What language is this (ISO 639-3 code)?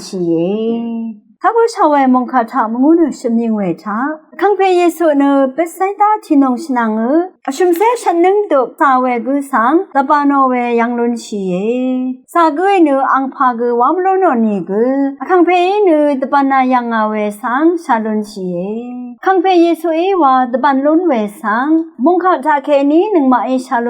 raw